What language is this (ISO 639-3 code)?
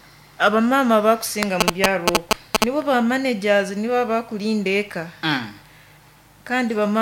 nyo